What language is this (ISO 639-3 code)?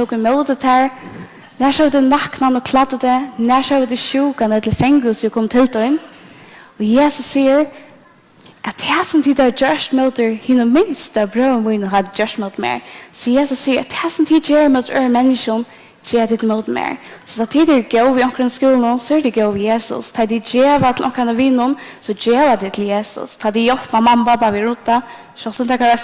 fao